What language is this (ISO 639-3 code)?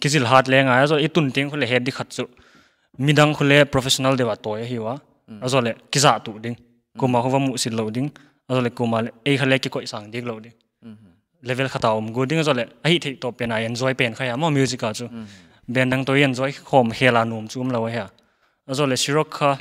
pck